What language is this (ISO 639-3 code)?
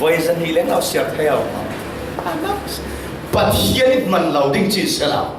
cfm